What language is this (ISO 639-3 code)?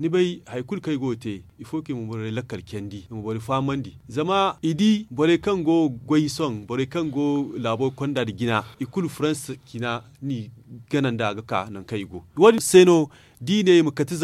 dje